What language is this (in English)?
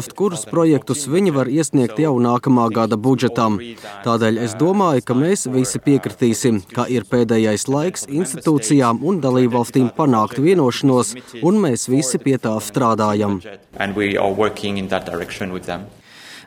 Latvian